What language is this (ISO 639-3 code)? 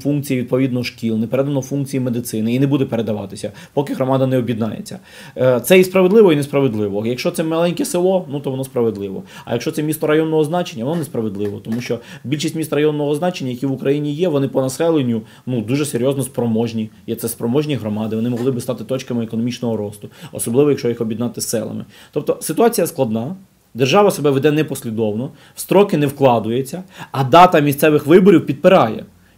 ukr